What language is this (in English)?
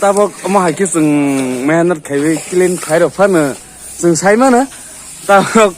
Kok Borok